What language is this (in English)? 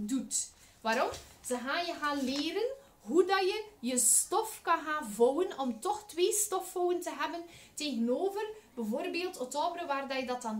Dutch